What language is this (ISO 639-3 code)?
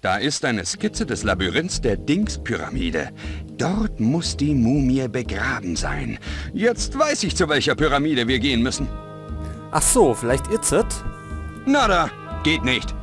bar